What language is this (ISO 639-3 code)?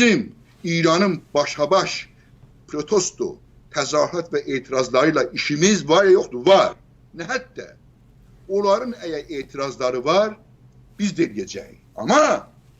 azb